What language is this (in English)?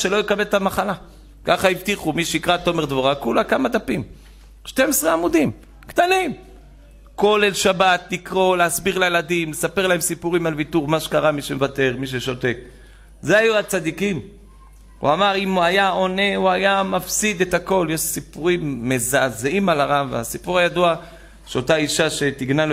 Hebrew